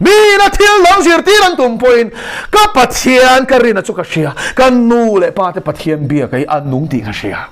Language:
Mizo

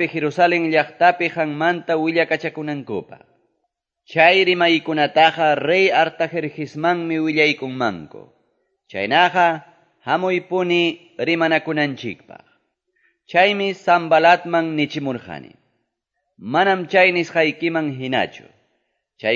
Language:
Quechua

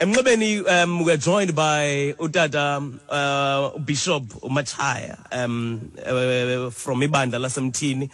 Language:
Xhosa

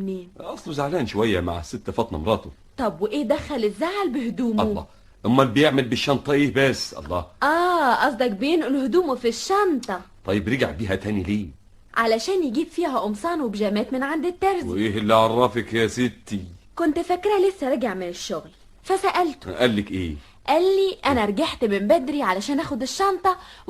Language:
Egyptian Arabic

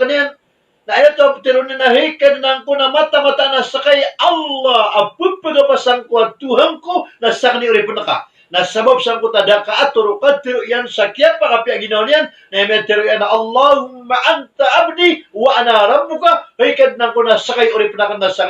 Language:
Maranao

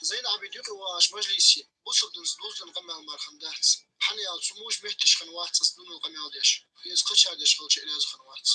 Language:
Ingush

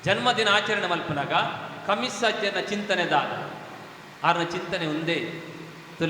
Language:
Tulu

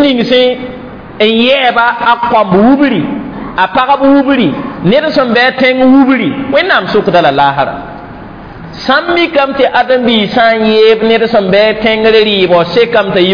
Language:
Mossi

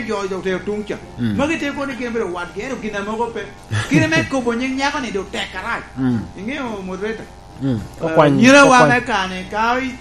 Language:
Lango (Uganda)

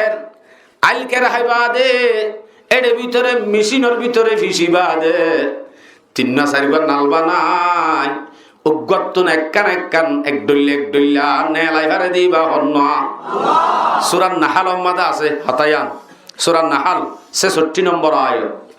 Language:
Rohingya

